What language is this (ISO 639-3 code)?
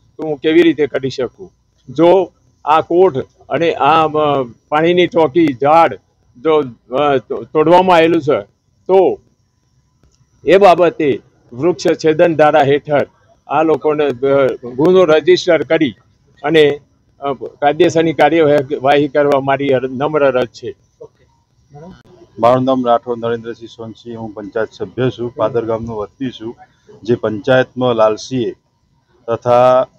guj